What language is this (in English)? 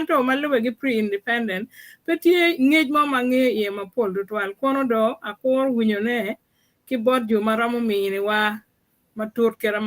Acoli